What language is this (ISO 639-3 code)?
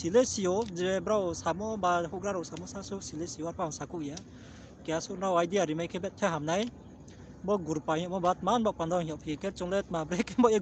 ria